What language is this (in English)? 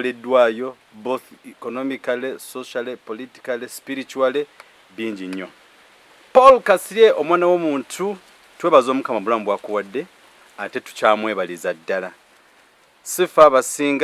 Ganda